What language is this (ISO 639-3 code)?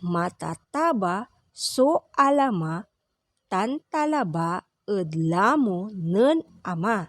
pag